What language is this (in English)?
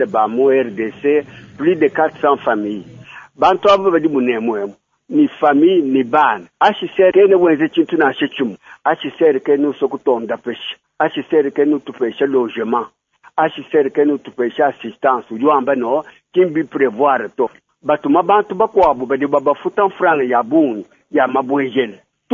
Luba-Lulua